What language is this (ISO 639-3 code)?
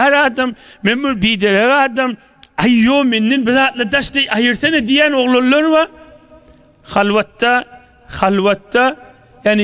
tuk